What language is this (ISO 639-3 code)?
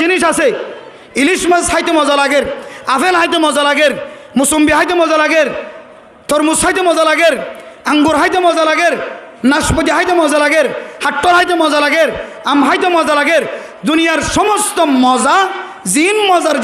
rhg